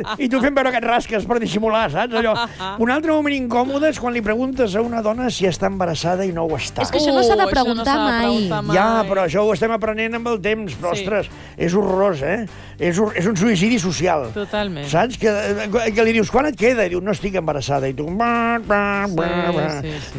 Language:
Catalan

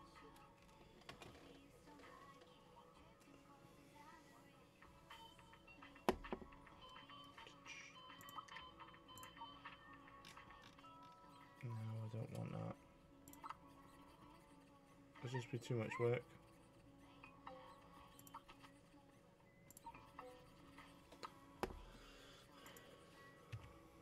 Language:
English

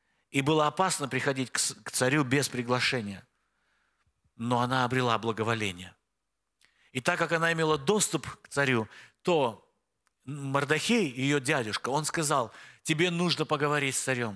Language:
Russian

